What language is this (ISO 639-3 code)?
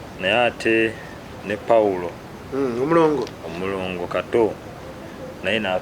lug